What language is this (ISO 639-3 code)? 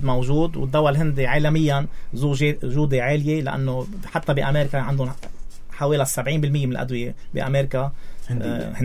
apc